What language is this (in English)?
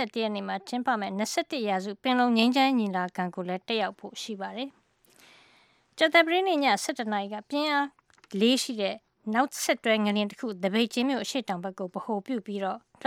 Burmese